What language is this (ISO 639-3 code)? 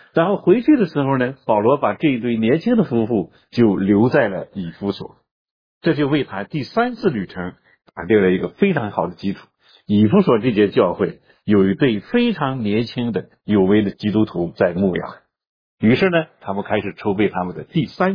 zho